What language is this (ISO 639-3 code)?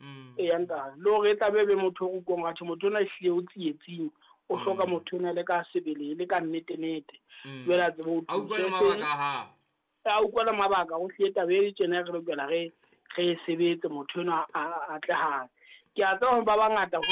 sot